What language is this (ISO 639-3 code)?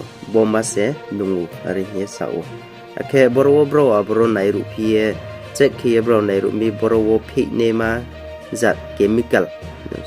ria